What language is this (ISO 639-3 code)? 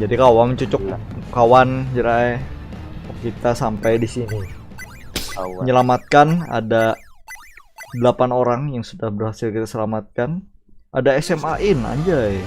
bjn